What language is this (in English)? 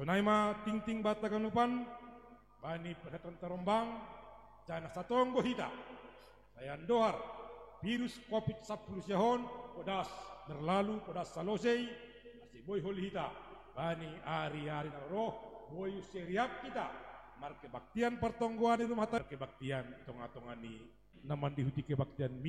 Batak Simalungun